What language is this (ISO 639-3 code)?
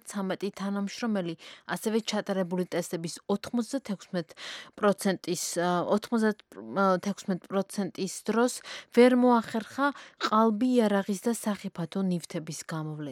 kat